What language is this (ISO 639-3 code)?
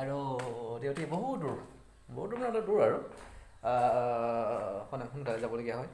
asm